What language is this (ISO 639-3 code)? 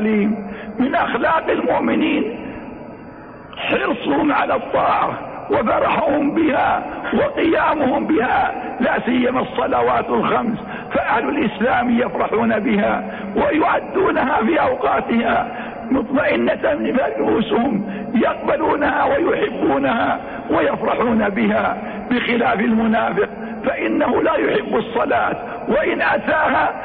ara